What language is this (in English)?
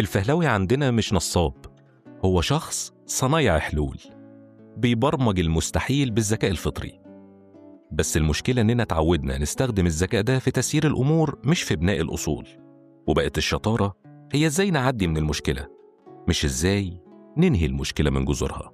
Egyptian Arabic